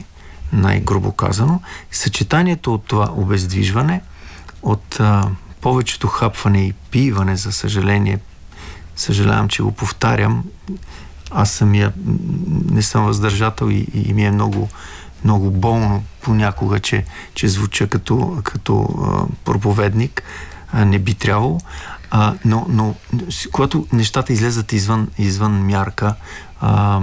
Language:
Bulgarian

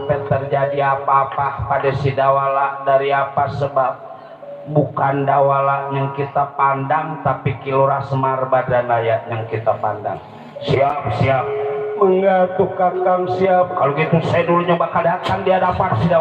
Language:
Betawi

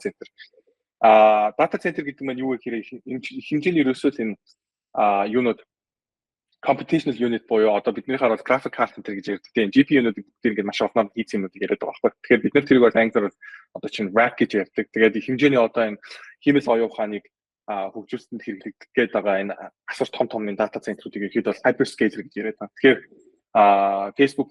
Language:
Mongolian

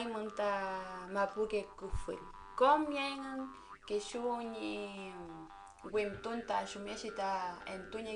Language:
Mapuche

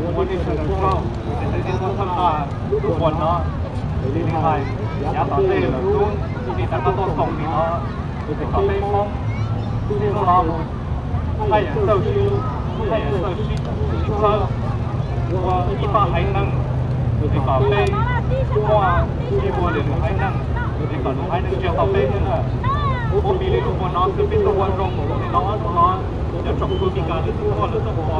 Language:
Hmong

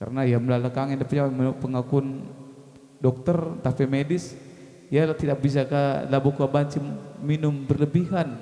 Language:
Batak Karo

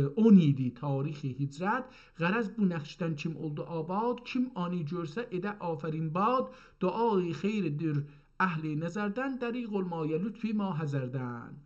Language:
South Azerbaijani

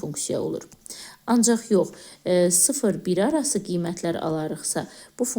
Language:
Azerbaijani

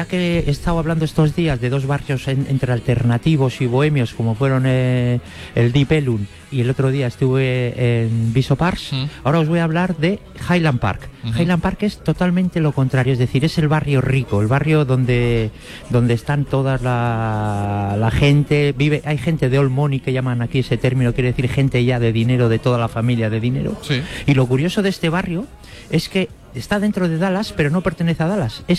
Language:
Spanish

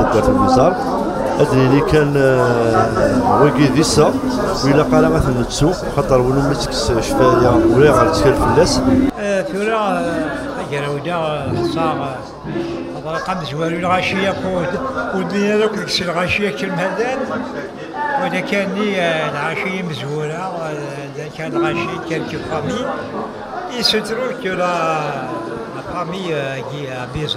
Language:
Kabyle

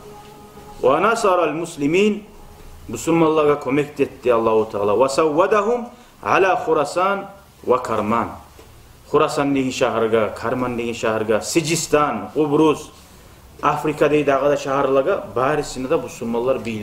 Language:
Kumyk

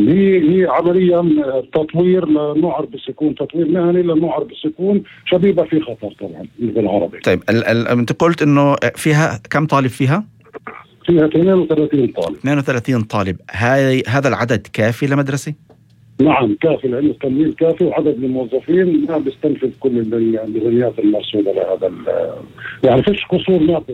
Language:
North Levantine Arabic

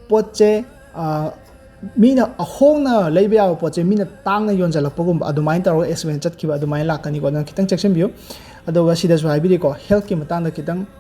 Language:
Manipuri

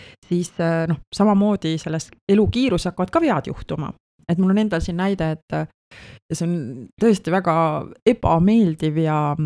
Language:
Estonian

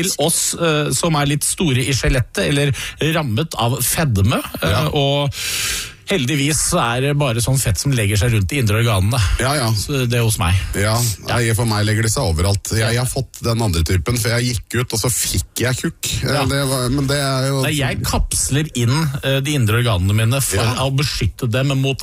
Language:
Norwegian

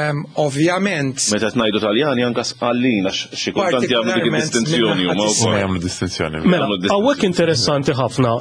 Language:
Maltese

